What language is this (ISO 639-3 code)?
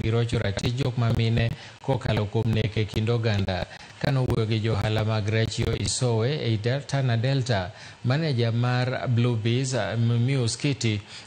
luo